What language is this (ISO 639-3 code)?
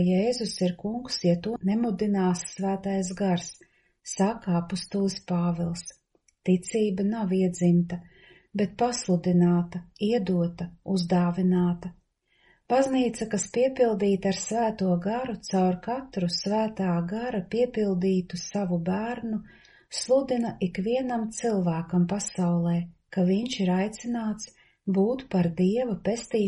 lav